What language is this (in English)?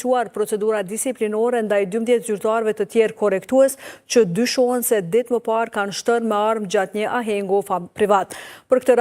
Albanian